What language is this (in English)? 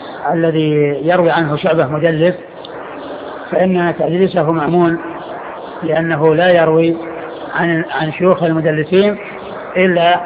Arabic